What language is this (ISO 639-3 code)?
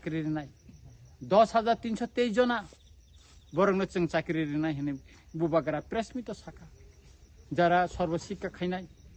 trp